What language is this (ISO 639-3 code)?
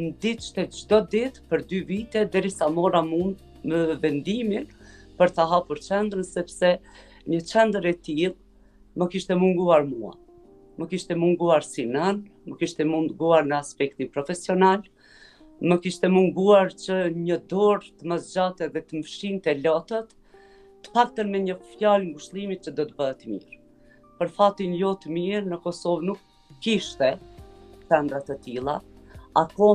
sqi